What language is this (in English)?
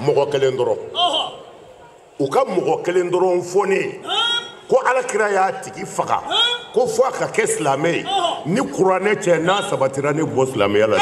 Bambara